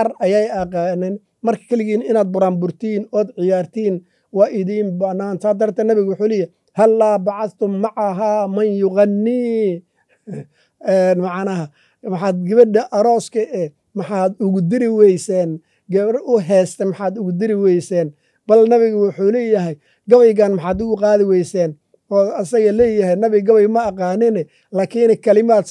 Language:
Somali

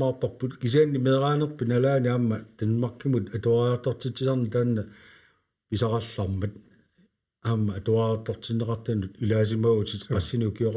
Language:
Kalaallisut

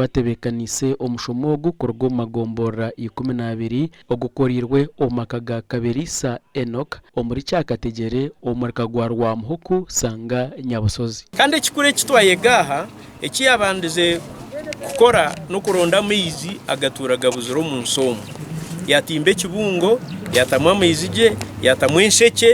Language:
Nyankole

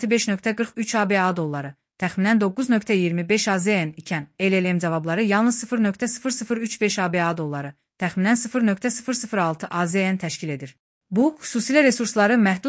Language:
Azerbaijani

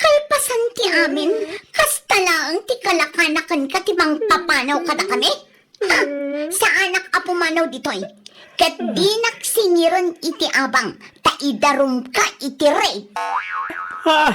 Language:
Iloko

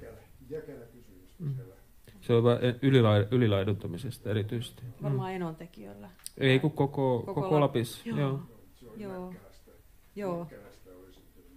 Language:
Finnish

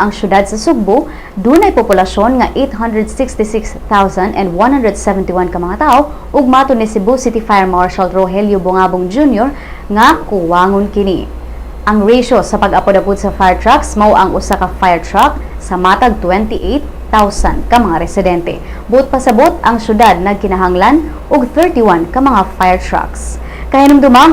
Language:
Cebuano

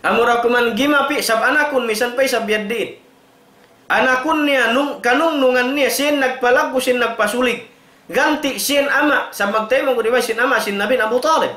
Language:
Tausug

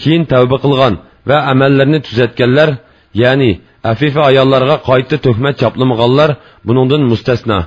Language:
Uyghur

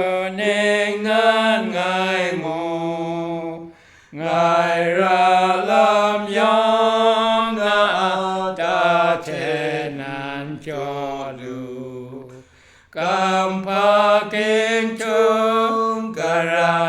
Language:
Kachin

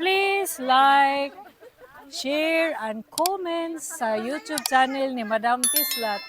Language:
Cebuano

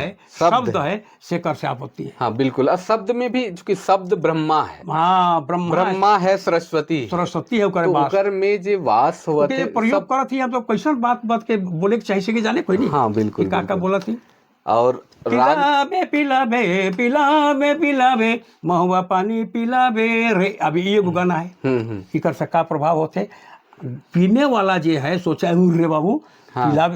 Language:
Sadri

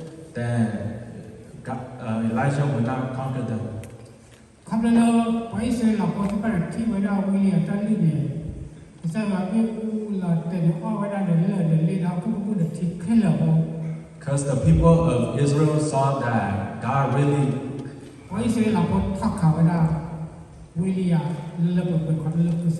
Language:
S'gaw Karen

